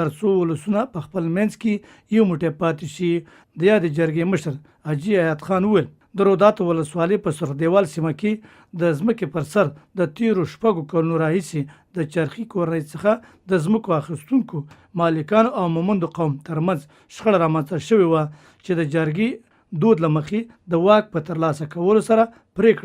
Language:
Pashto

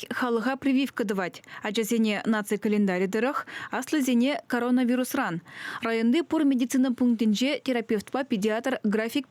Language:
Chuvash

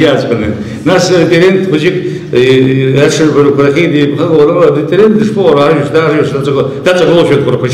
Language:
Abkhazian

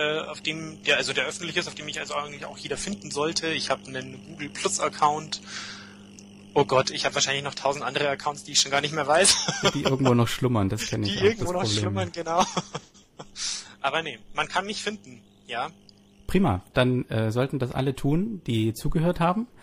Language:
German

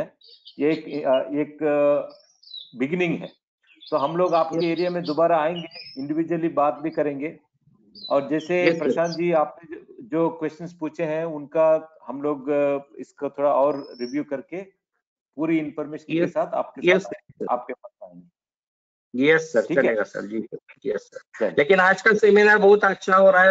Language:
Hindi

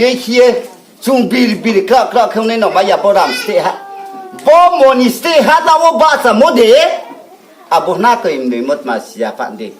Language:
Riang (India)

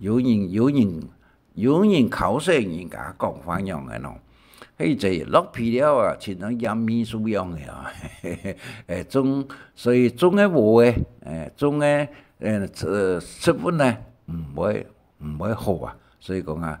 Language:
Hakka Chinese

